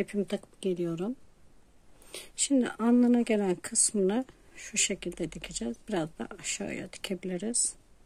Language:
Turkish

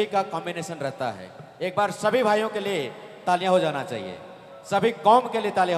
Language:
Sadri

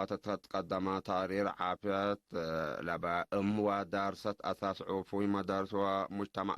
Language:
Tigre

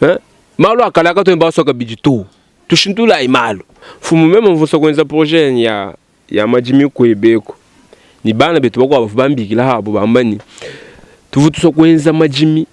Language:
Luba-Lulua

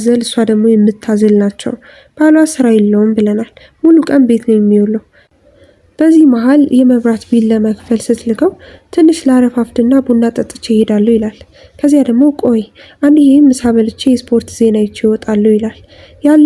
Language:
Amharic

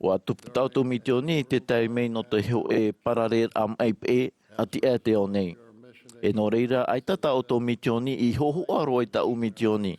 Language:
Tahitian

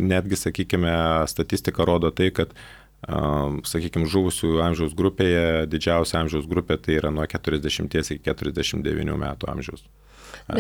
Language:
Lithuanian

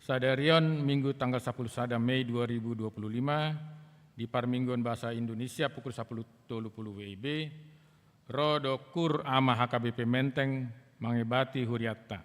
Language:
Batak Toba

